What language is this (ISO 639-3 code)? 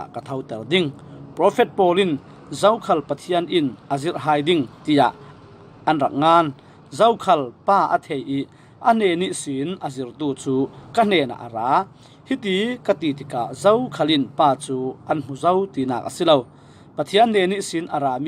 cfm